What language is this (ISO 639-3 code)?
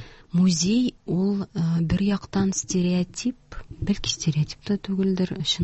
tat